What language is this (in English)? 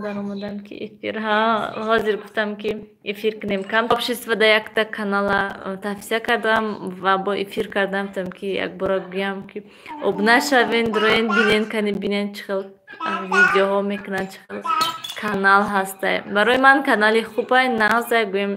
Tajik